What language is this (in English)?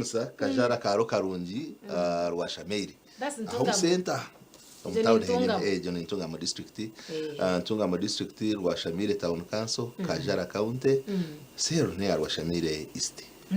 Nyankole